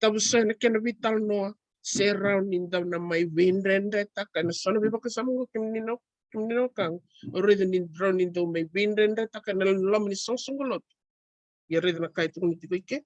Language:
Fijian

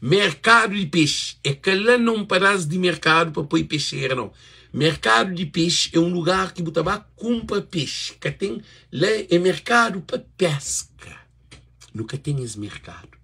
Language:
Kabuverdianu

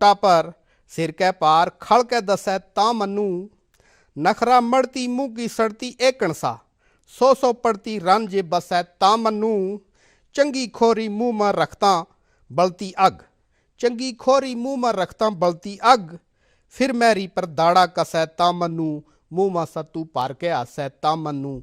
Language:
Gujari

